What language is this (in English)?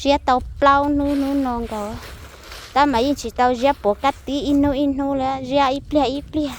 Hmong